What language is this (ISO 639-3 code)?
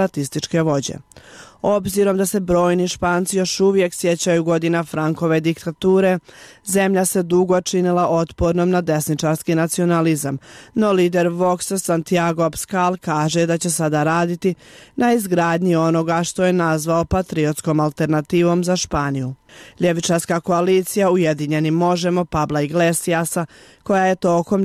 bos